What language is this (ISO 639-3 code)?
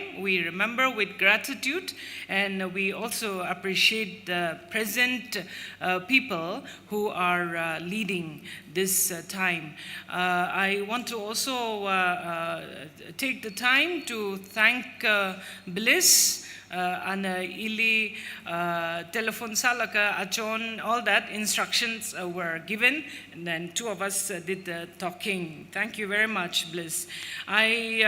nmf